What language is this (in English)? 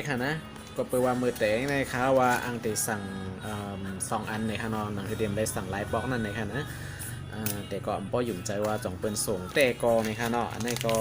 Shan